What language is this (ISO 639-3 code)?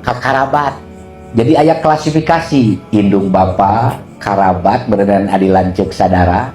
sun